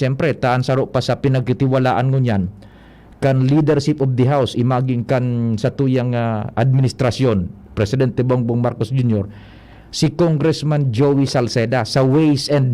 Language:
Bikol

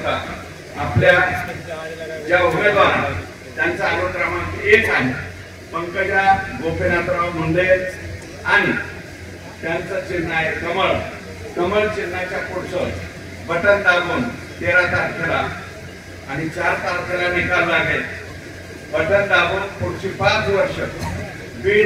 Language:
Marathi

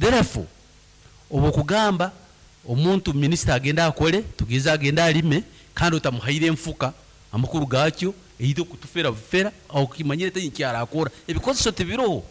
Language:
Nyankole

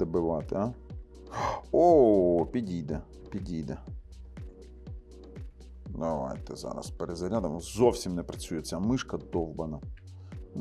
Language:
Ukrainian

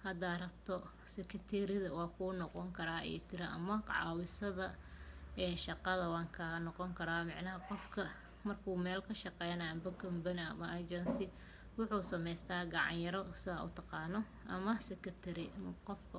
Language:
Somali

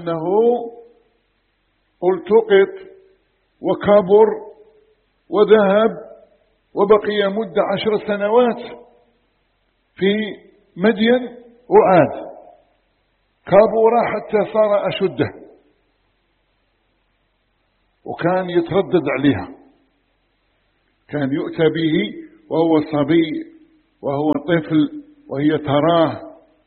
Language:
Arabic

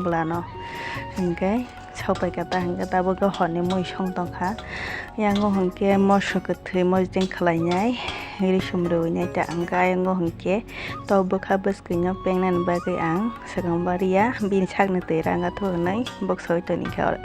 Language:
Kok Borok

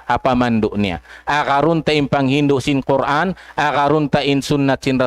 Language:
Tausug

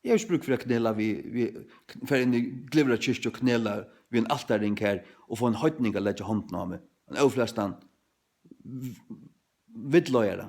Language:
Faroese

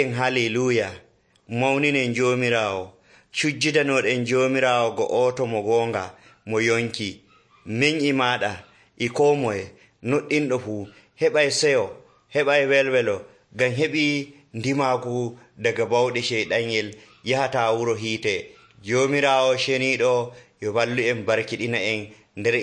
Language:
Nigerian Fulfulde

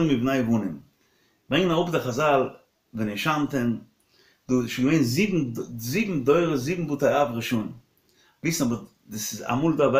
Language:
Yiddish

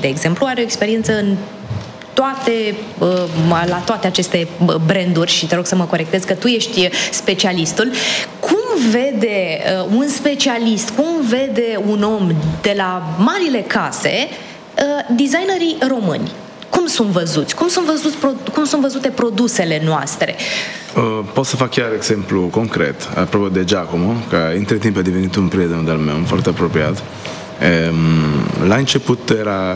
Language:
Romanian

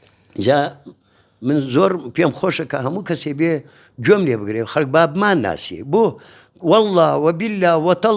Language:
Central Kurdish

